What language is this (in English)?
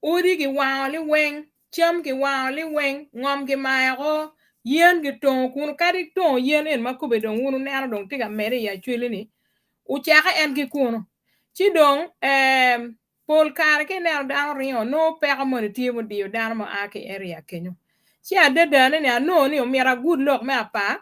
Acoli